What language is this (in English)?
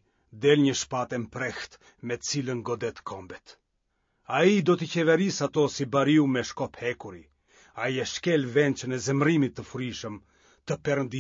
Albanian